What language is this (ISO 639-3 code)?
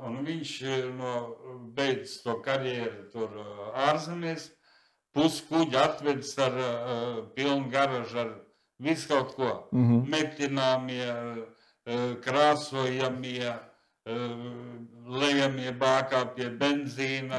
lav